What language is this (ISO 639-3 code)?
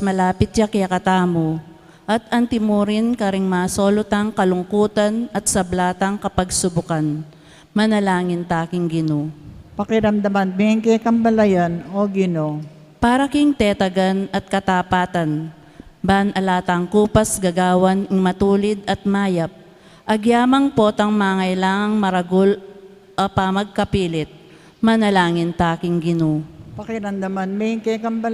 pam